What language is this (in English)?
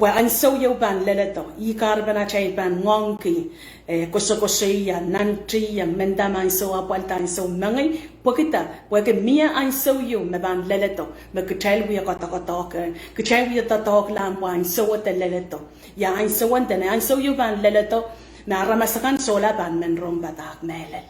Pohnpeian